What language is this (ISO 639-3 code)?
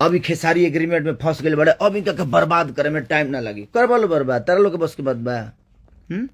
bho